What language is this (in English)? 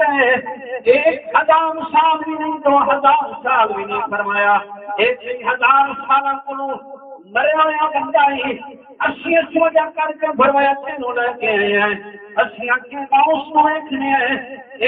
Saraiki